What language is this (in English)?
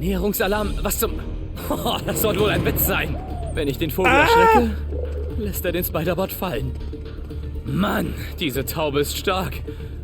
Bavarian